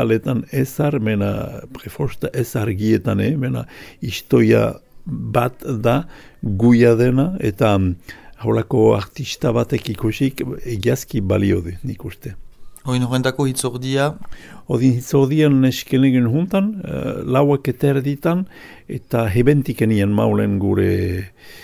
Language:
Basque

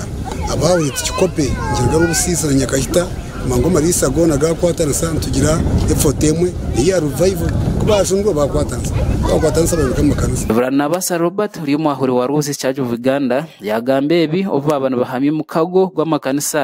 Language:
Nyankole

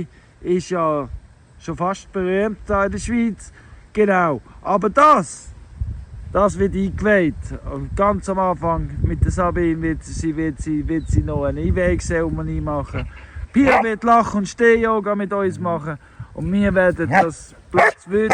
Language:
Swiss German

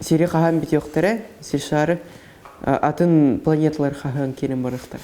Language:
Yakut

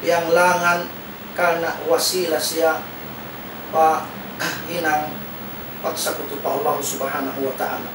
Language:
Tausug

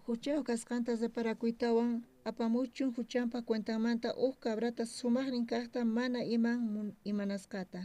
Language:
South Bolivian Quechua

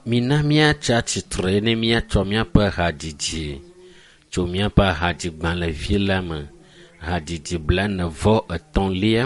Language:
Ewe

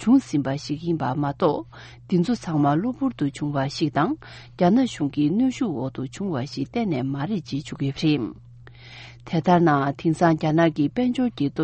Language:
Tibetan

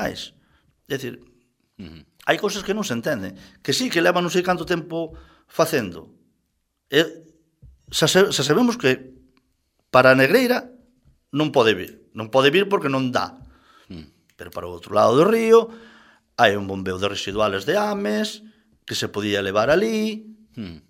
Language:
Galician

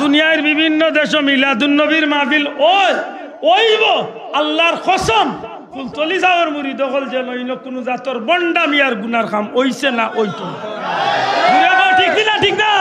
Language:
Sylheti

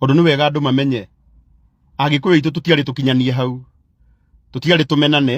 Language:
Kikuyu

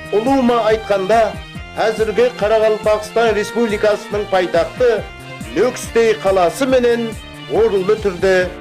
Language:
Kara-Kalpak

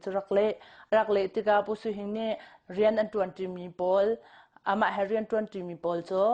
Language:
Hakha Chin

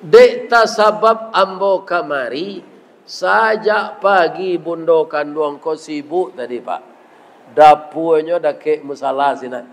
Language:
Minangkabau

